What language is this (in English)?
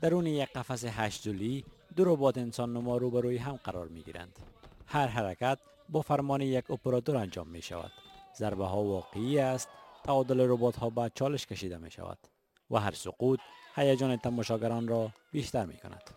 Persian